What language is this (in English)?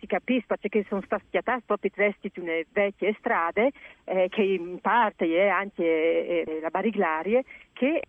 Friulian